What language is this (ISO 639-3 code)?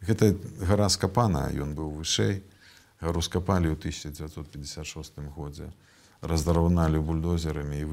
bel